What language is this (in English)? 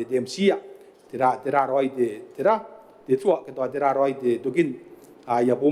Gilbertese